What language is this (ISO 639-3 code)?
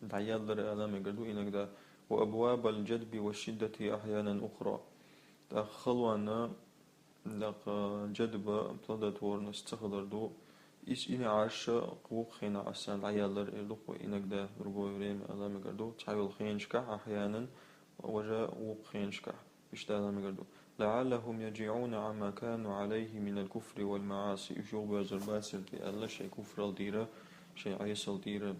che